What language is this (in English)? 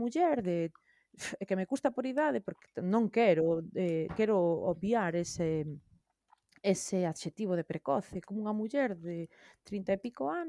Galician